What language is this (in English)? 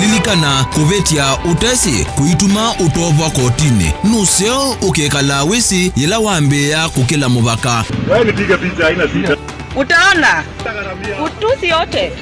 Kamba